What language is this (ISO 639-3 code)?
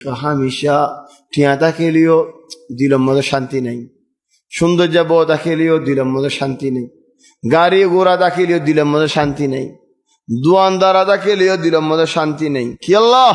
rhg